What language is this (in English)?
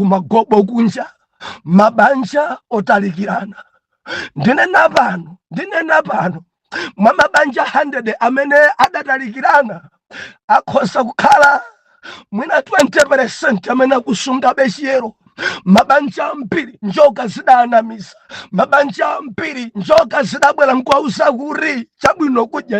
Nyanja